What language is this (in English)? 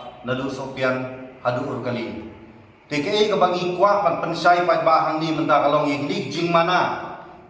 Khasi